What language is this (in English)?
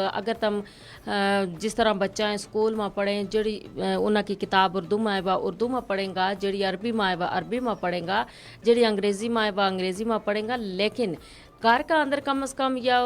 Gujari